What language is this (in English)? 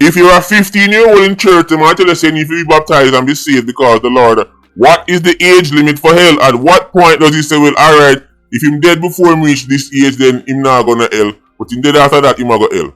Jamaican Creole English